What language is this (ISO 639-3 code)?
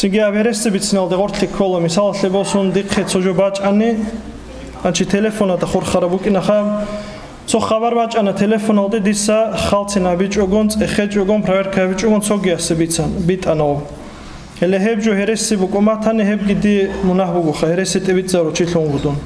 ava